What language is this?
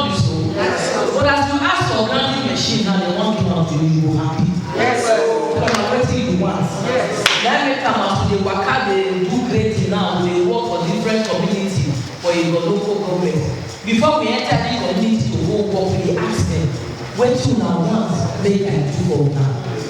Nigerian Pidgin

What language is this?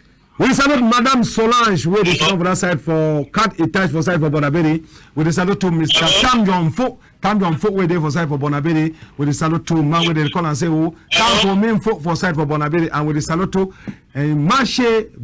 Cameroon Pidgin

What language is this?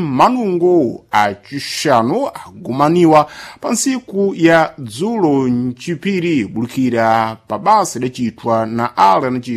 Sena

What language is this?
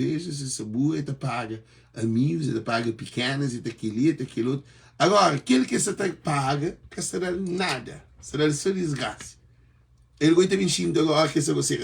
Kabuverdianu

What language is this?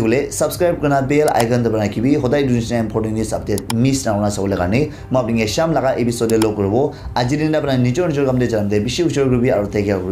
Naga Pidgin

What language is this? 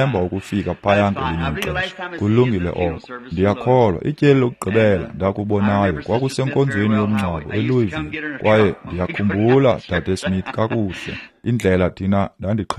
Xhosa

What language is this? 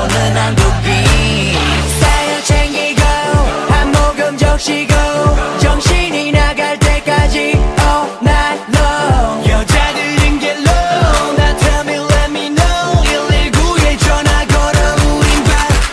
Korean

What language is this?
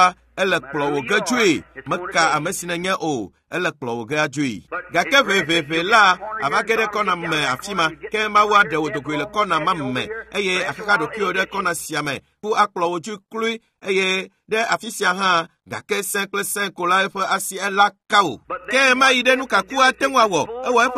Ewe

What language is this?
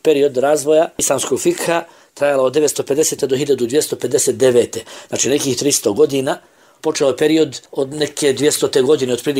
Bosnian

